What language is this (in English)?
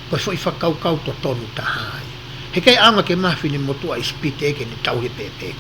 Tongan